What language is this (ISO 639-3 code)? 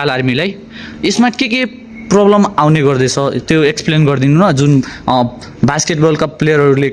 nep